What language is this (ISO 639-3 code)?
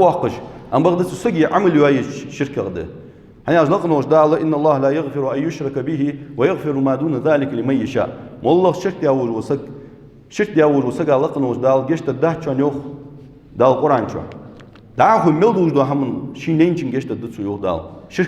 inh